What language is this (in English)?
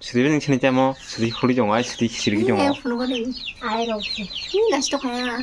Kok Borok